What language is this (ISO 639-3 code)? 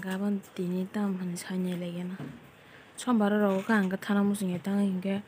trp